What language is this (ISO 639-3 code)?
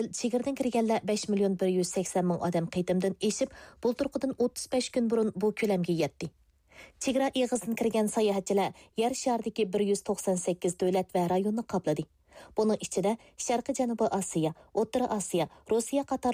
uig